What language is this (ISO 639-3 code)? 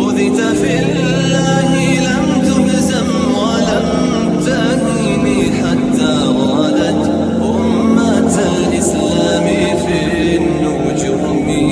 brh